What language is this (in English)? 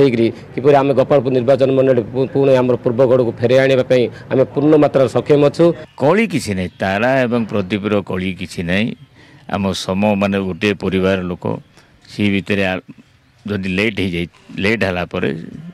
Odia